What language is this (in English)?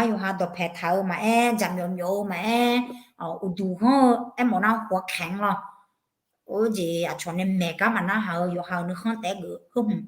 Akha